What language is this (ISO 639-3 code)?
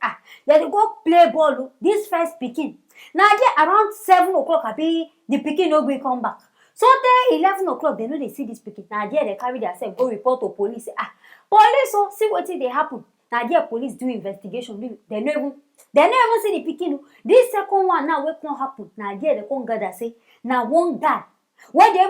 pcm